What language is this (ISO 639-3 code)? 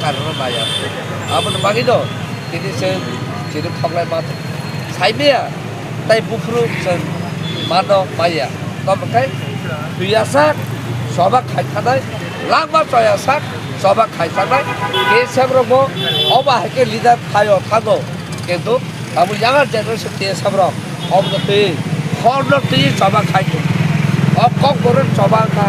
trp